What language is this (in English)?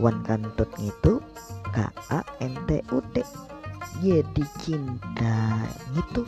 Banjar